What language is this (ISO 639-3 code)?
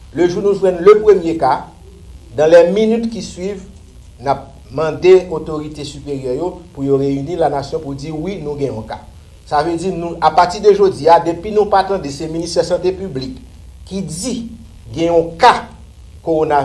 hat